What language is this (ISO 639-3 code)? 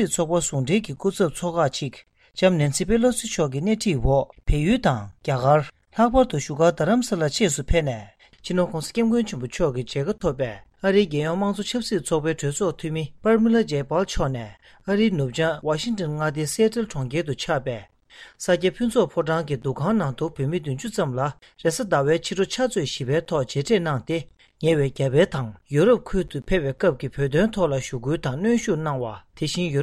bod